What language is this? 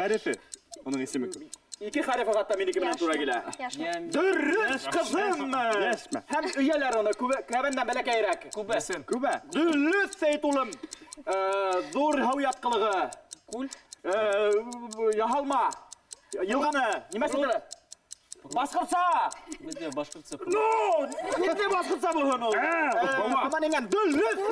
Bashkir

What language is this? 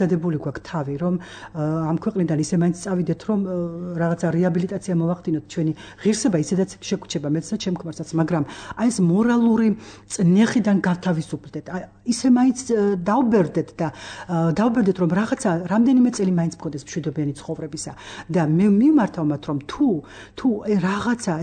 Georgian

